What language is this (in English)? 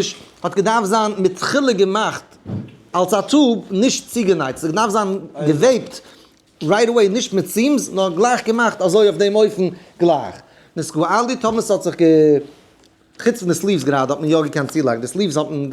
Yiddish